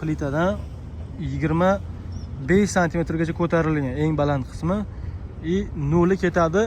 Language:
Uzbek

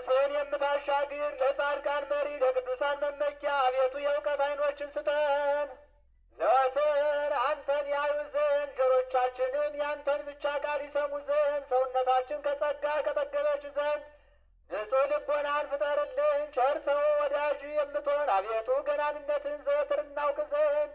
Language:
Amharic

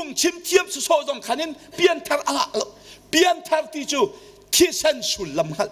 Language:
Hakha Chin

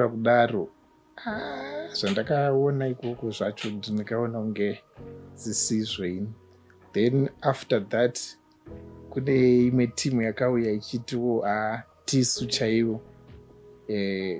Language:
Shona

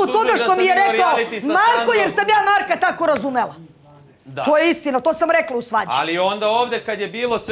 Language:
Serbian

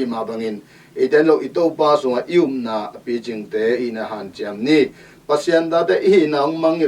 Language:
Tedim Chin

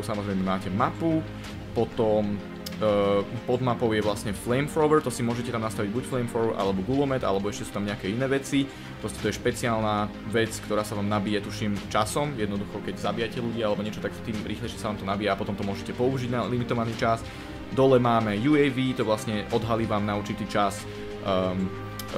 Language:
Slovak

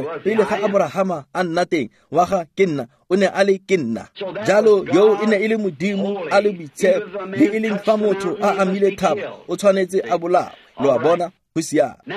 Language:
Tswana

